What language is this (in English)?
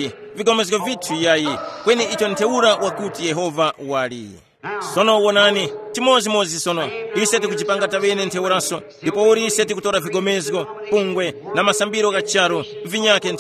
Tumbuka